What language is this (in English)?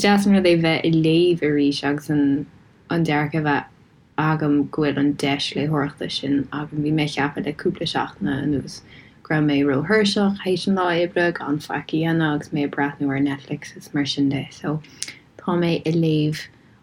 Irish